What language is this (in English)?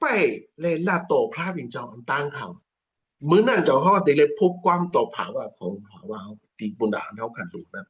Shan